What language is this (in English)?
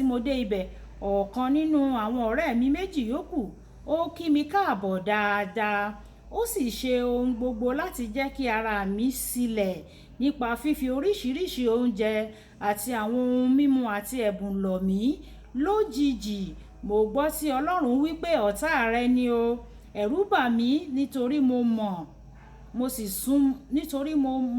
Yoruba